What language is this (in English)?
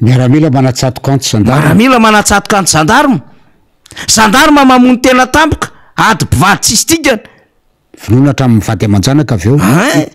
Malagasy